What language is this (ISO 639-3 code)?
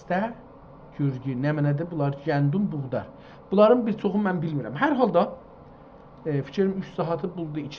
azb